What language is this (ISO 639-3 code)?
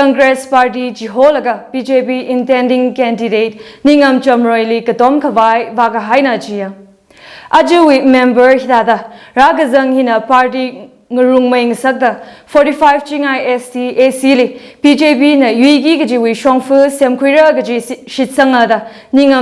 nmf